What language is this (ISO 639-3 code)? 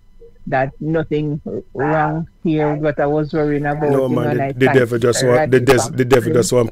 eng